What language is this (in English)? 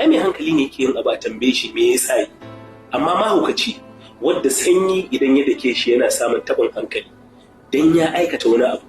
Hausa